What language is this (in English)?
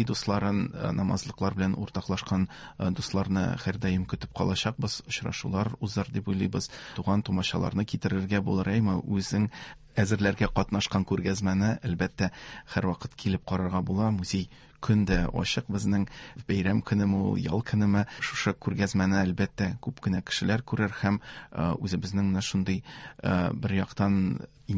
Tatar